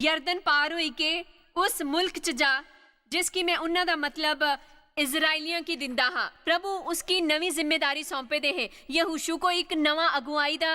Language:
Dogri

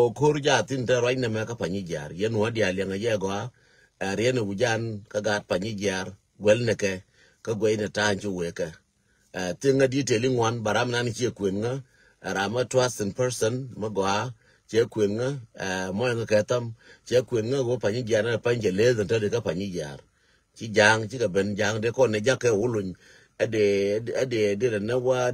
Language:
Nuer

